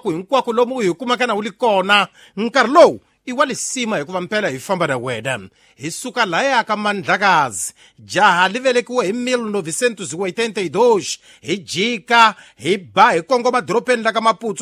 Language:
Tsonga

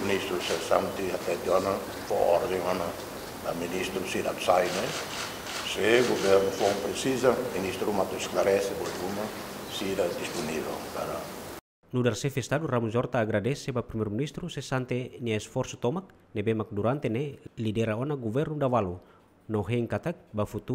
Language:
Tetum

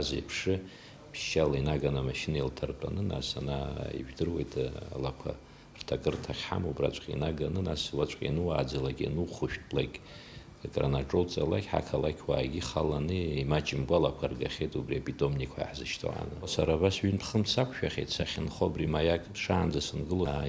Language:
Abkhazian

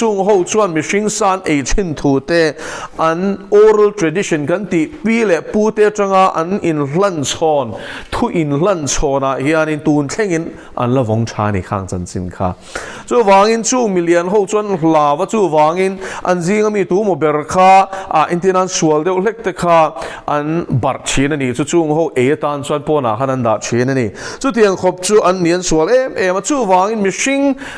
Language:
Mizo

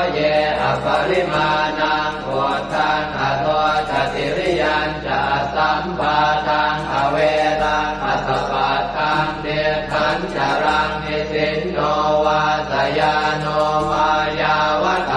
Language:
Pali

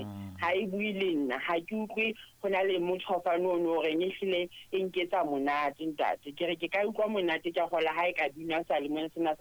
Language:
Southern Sotho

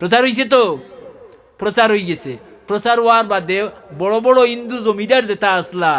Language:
Sylheti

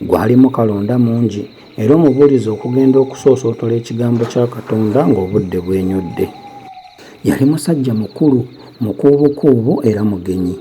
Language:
Ganda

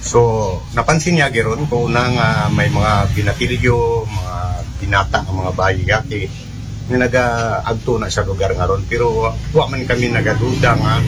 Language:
Aklanon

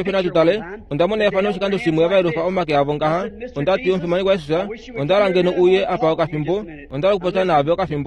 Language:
Kuanyama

